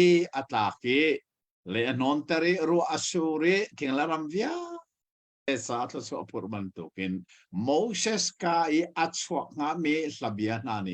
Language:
Hakha Chin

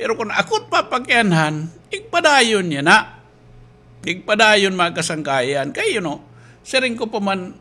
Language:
Waray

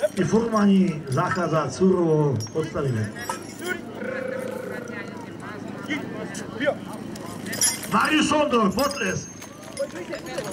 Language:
Slovak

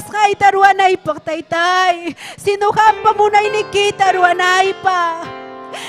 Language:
Ayacucho Quechua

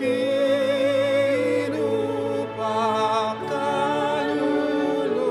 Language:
Pampanga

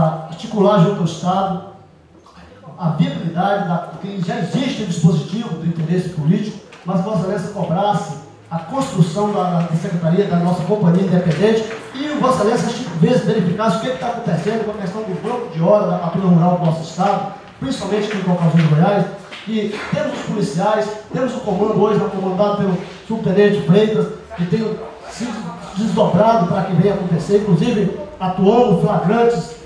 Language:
Portuguese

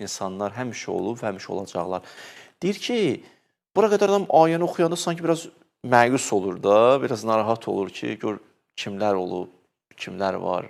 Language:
Azerbaijani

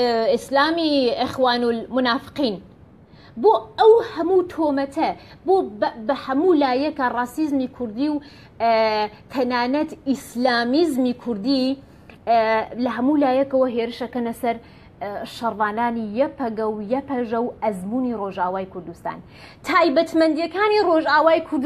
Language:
Central Kurdish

